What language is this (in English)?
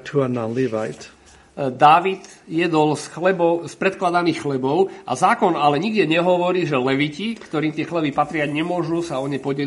Slovak